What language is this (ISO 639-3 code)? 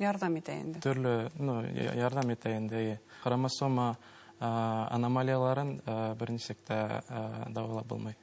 bak